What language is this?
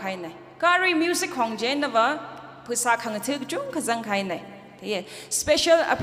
Tangkhul Naga (India)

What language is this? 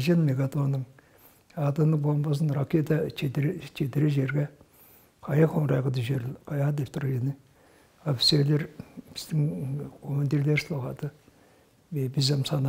Tuvinian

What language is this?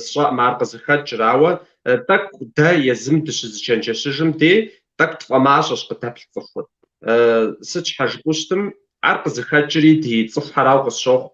Kabardian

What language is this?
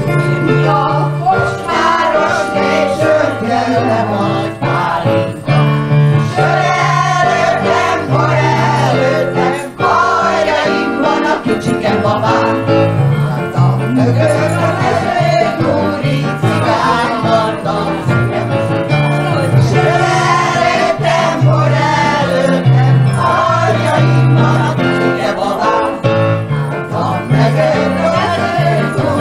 Hungarian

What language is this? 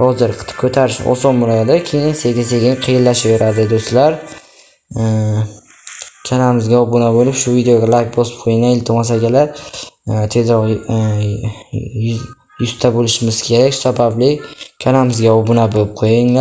Uzbek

